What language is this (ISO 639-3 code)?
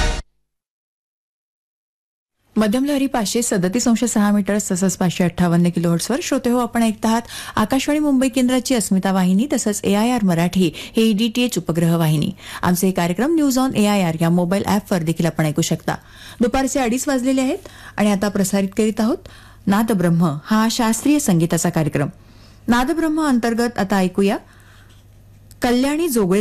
mar